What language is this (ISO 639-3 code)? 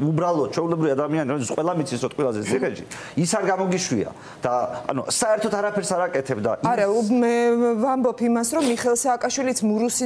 kat